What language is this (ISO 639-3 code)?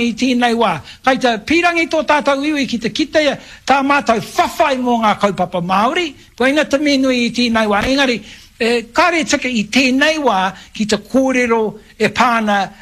mri